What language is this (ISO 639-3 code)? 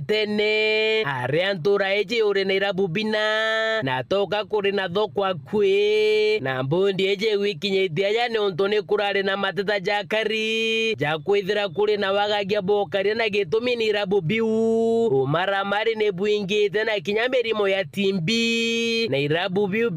mer